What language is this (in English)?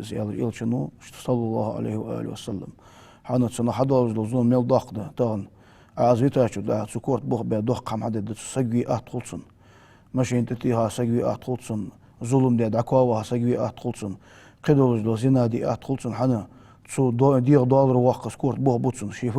Ingush